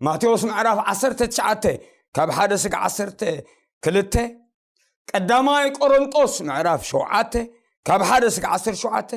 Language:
Tigrinya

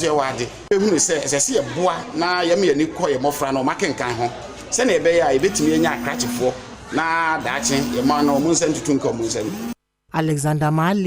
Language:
Akan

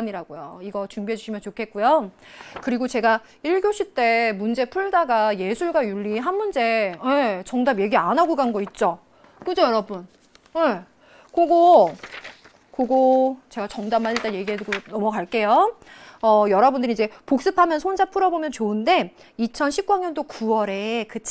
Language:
Korean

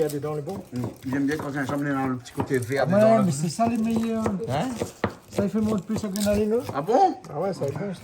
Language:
Réunion Creole French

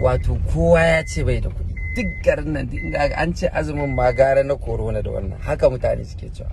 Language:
Hausa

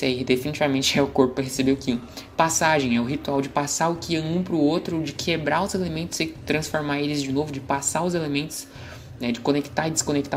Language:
Portuguese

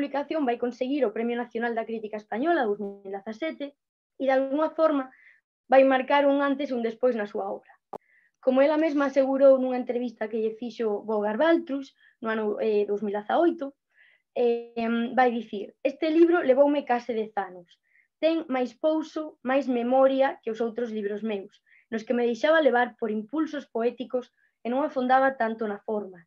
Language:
Galician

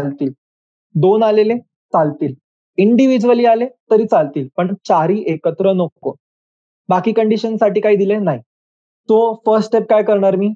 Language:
Marathi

